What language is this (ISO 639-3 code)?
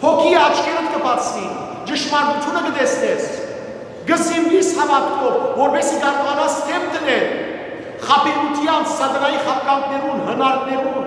hyw